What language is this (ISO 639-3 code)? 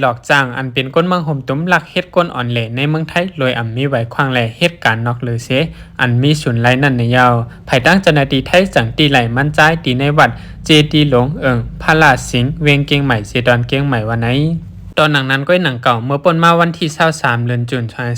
shn